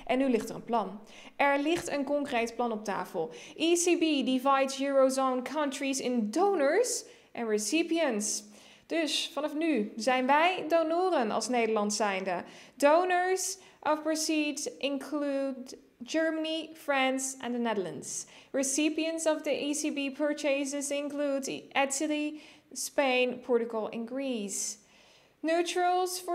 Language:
Dutch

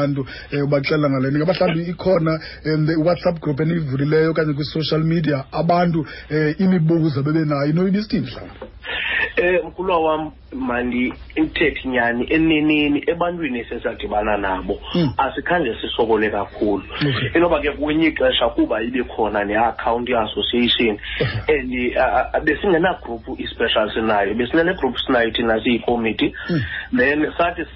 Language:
Xhosa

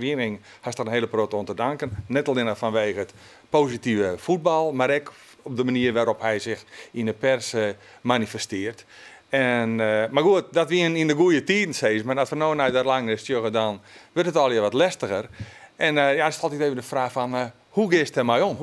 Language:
Western Frisian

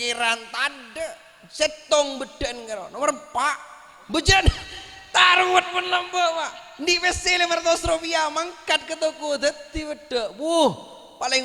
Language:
Madurese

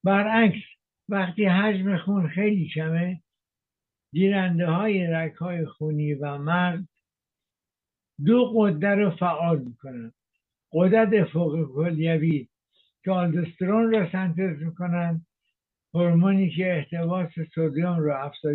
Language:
Persian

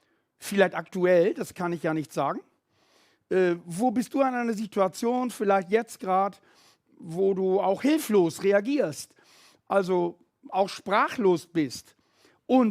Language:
Swiss German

